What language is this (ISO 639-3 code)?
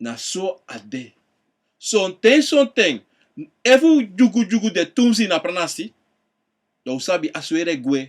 srn